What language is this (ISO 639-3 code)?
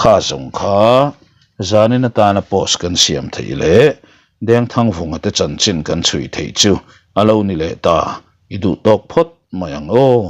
lus